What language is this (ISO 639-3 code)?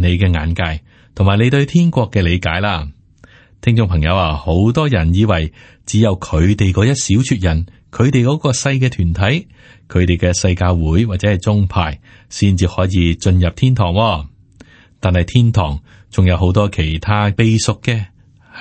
yue